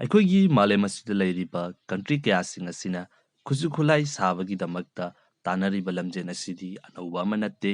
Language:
Manipuri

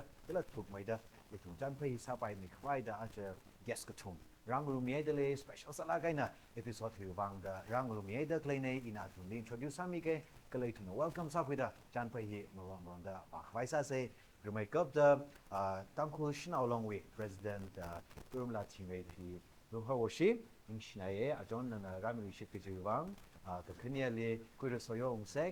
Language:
Tangkhul Naga (India)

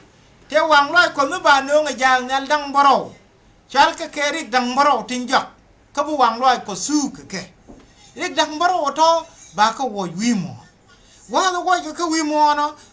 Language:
Nuer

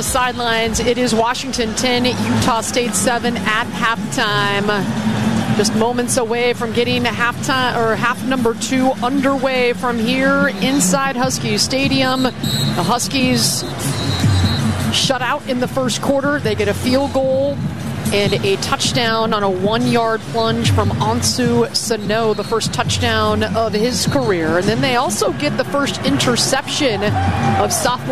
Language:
English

